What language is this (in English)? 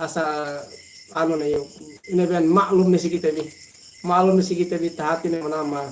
Yakan